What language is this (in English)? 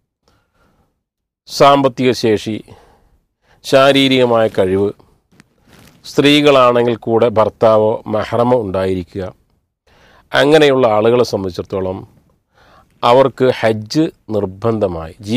Malayalam